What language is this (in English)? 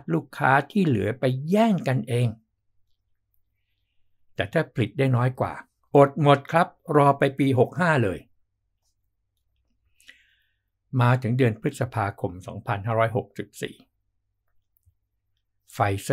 Thai